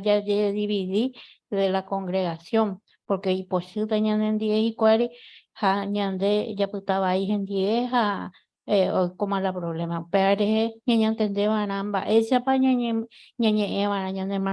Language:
Guarani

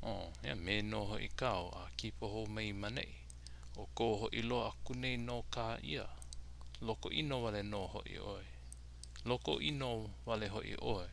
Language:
Hawaiian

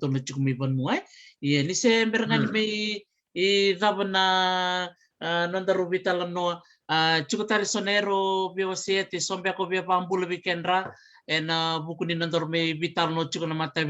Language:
Fijian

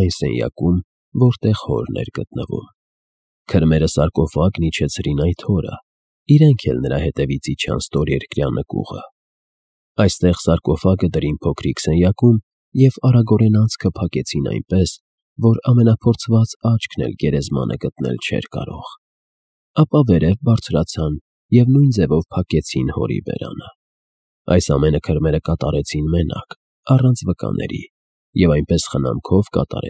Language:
Armenian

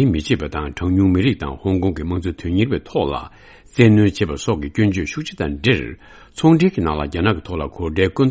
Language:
Tibetan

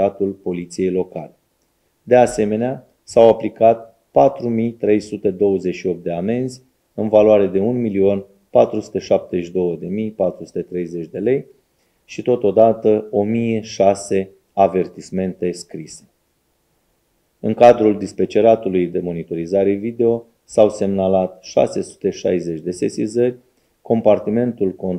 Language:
Romanian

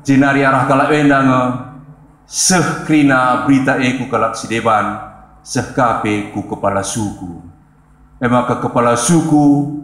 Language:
Batak Karo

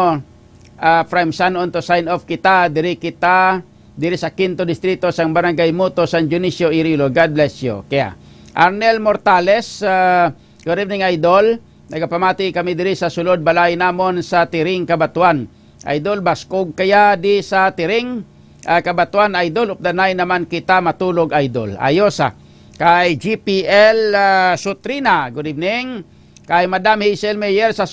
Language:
Hiligaynon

